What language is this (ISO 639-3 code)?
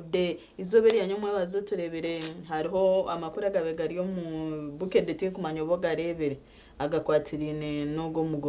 nyn